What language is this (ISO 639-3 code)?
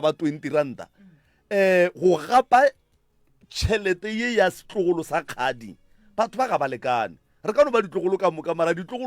nso